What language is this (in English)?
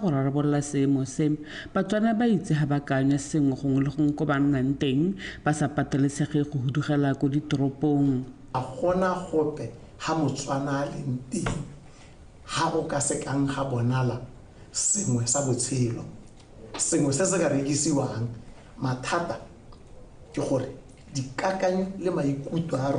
Tswana